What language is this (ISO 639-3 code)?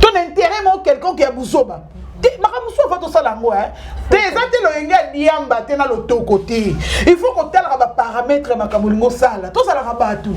lin